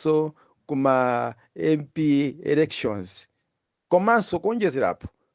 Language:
Nyanja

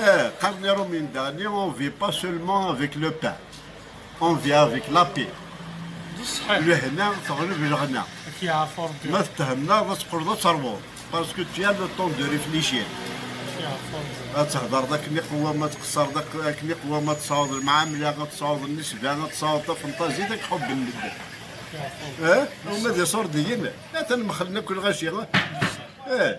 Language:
Kabyle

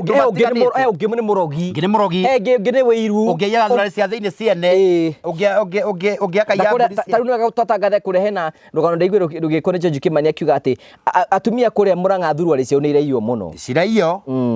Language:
Kikuyu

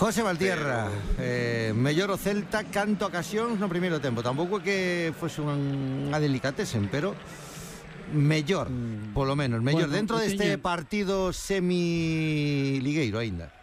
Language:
Galician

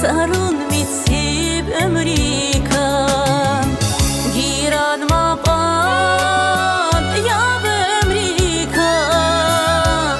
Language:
Tabassaran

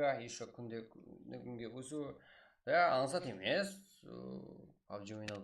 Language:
Kara-Kalpak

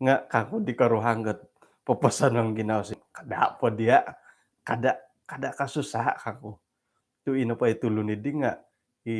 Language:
Central Dusun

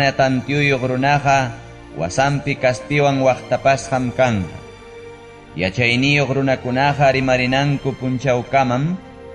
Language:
Ayacucho Quechua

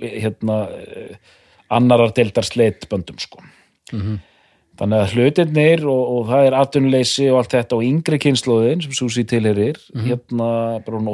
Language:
Icelandic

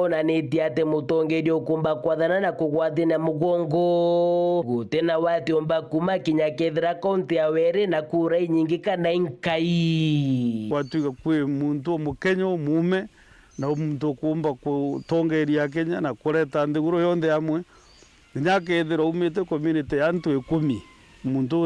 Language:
Meru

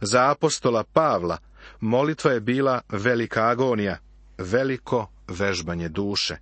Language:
Serbian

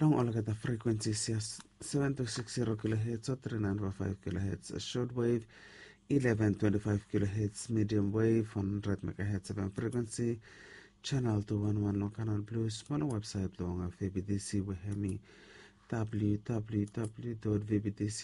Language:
Bislama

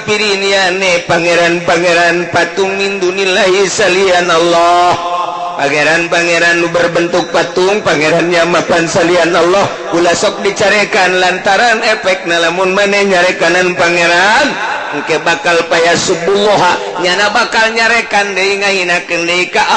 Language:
Sundanese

